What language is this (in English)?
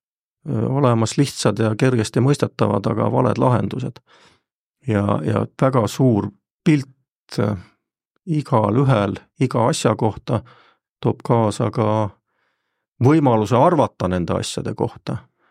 Estonian